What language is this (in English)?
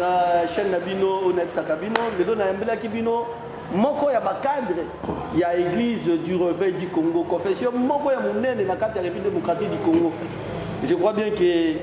Lingala